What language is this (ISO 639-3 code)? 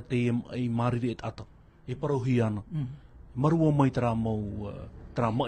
tah